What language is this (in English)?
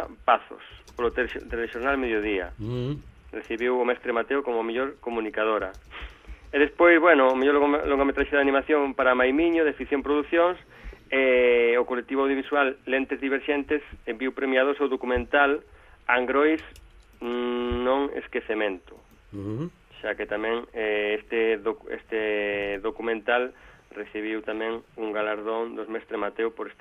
Galician